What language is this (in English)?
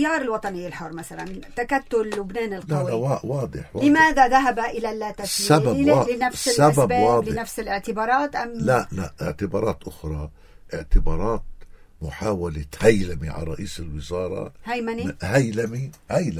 North Levantine Arabic